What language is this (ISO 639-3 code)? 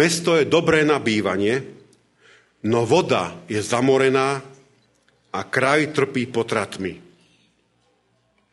slk